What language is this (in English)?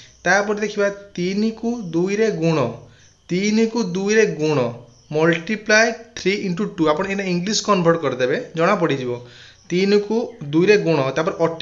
Odia